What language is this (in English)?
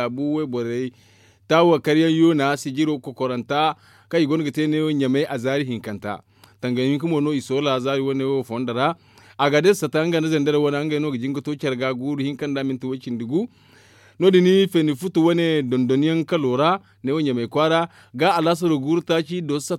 Zarma